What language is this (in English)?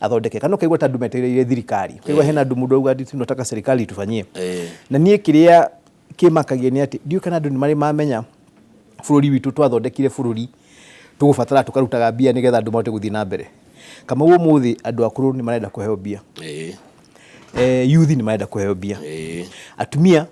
Kikuyu